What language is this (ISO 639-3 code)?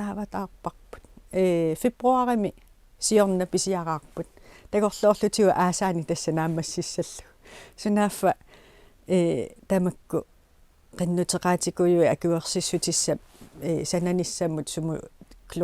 kal